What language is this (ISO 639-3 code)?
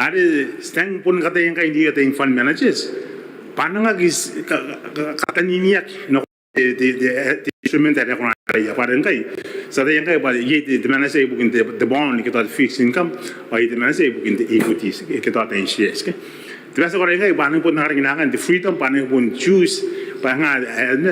gil